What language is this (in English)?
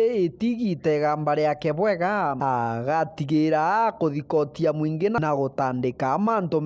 Meru